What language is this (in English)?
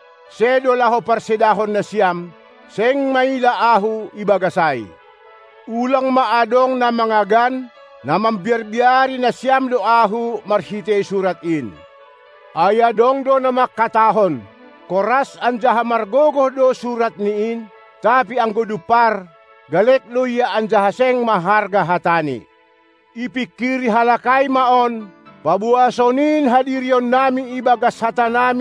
Batak Simalungun